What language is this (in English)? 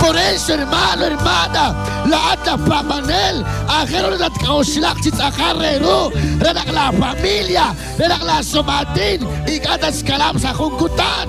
Kekchí